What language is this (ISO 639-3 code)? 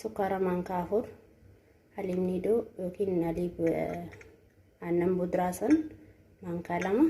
orm